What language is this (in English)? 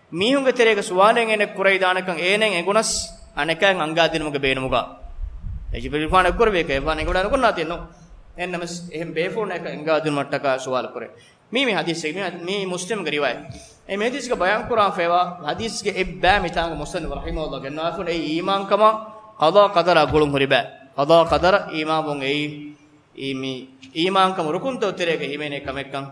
Divehi